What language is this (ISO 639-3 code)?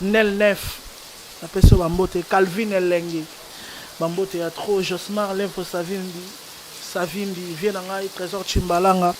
lin